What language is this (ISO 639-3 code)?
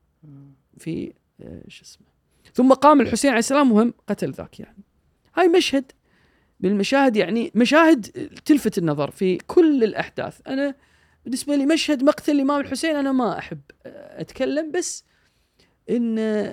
afb